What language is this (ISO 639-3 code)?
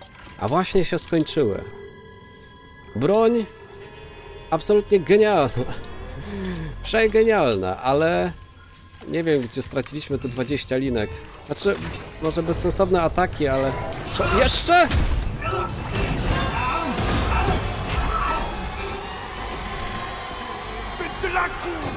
pol